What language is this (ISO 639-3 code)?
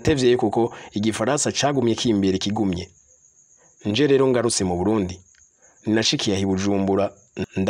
run